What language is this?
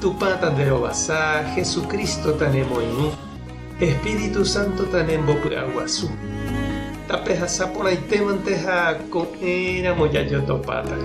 Guarani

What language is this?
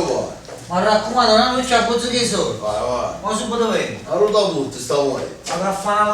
Neapolitan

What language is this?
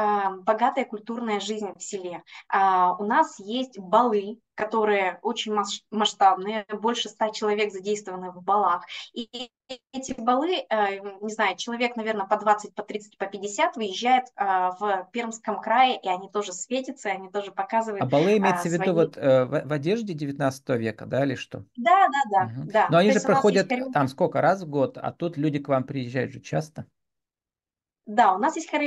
Russian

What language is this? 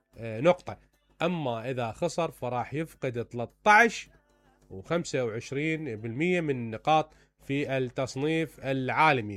Mesopotamian Arabic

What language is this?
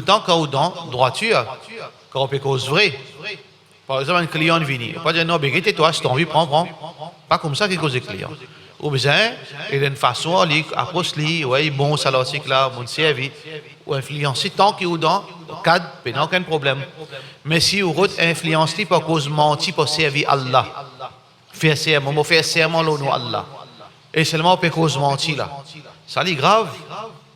Morisyen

